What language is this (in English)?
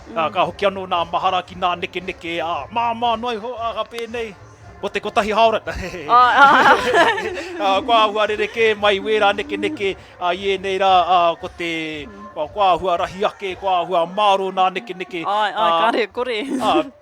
Māori